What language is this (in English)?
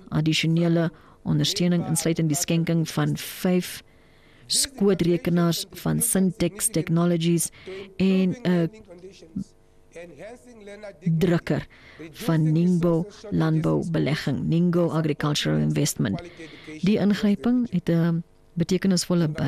Afrikaans